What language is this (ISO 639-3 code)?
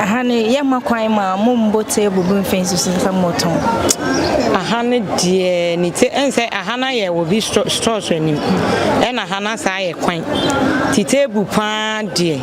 aka